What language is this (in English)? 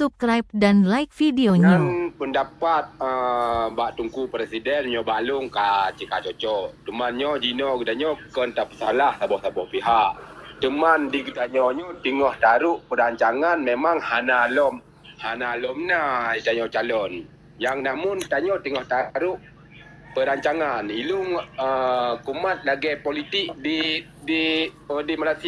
Achinese